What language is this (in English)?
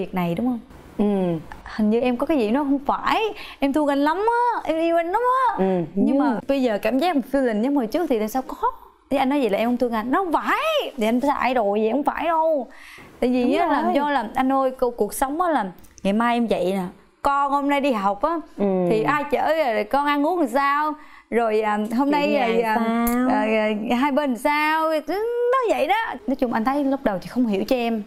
Vietnamese